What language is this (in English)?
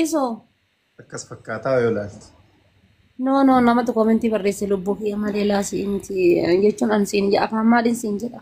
Oromo